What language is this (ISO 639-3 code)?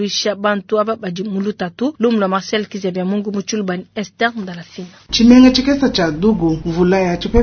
lua